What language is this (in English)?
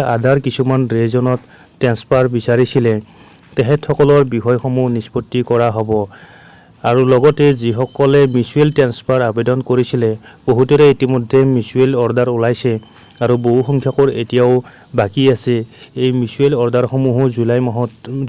Assamese